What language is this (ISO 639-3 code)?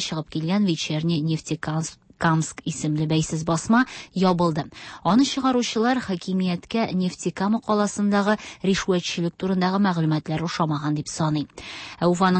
tat